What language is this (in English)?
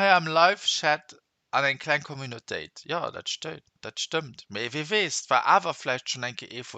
Luxembourgish